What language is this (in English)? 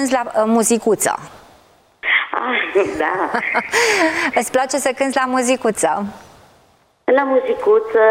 Romanian